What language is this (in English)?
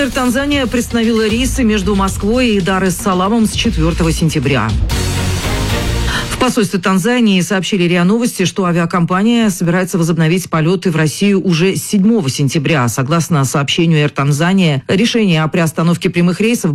Russian